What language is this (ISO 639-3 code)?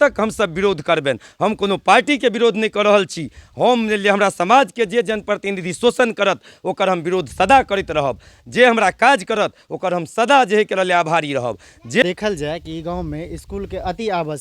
mai